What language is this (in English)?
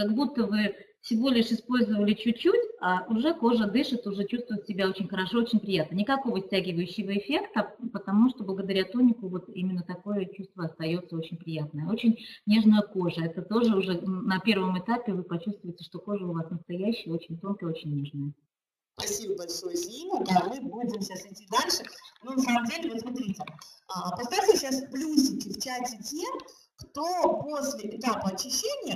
Russian